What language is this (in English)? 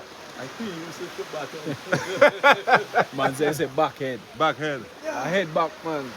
Jamaican Creole English